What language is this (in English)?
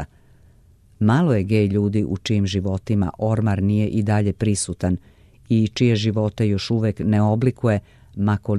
Serbian